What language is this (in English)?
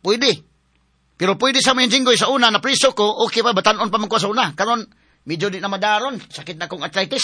Cebuano